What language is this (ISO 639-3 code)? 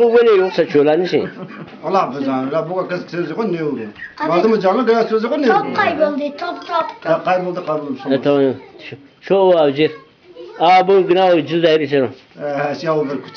zza